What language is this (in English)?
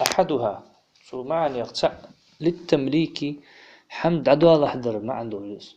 Ingush